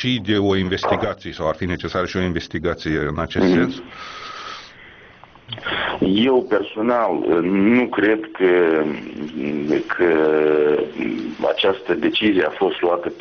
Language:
Romanian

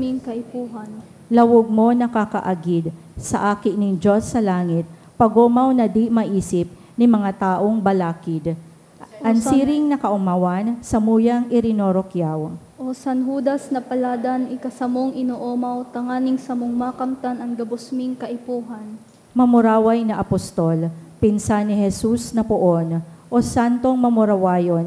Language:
Bikol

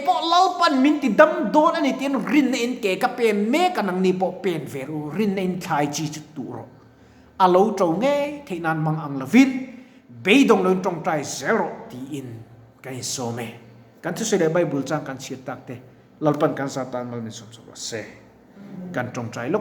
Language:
Mizo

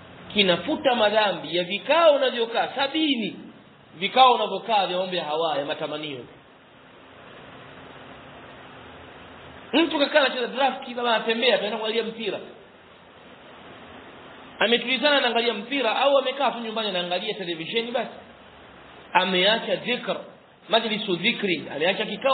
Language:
Swahili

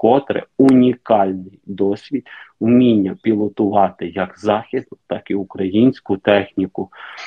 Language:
Ukrainian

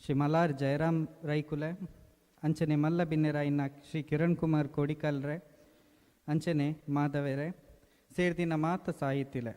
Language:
Tulu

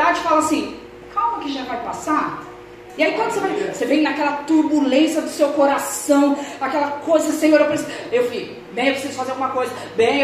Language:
Portuguese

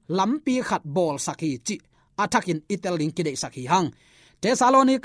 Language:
Tedim Chin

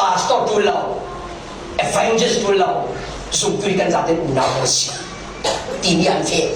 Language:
Falam Chin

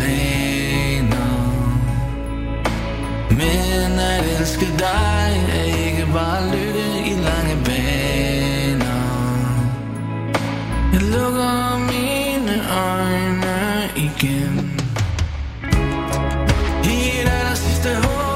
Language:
Danish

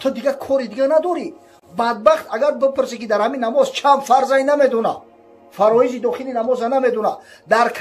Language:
Tajik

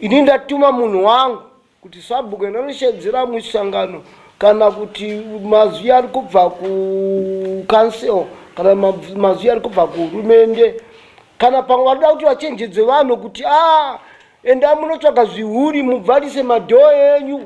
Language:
Shona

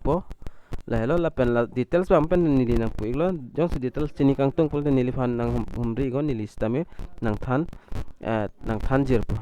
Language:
Karbi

